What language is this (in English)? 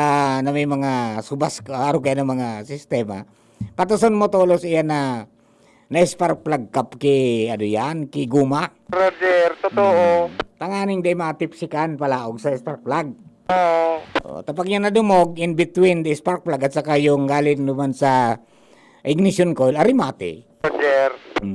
Bikol